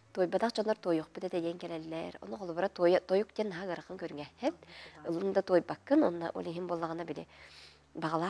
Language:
Yakut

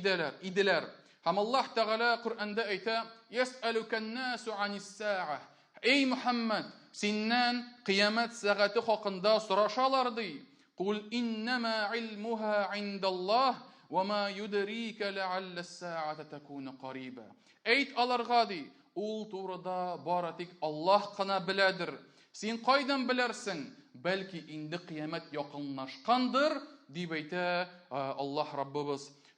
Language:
Tatar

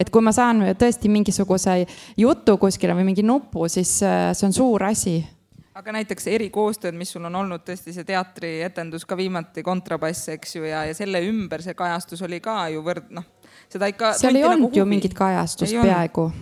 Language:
Estonian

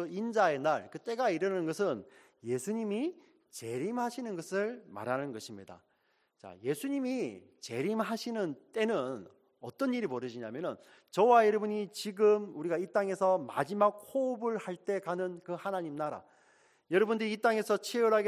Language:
Korean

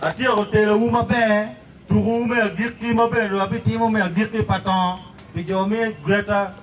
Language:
Acoli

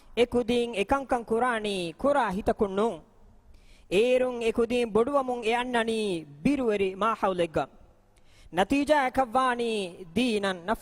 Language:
Divehi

